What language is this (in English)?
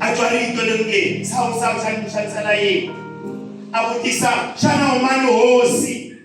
Tsonga